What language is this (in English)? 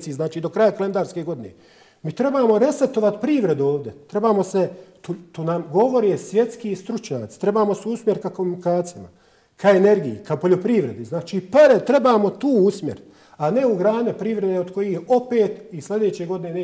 Bosnian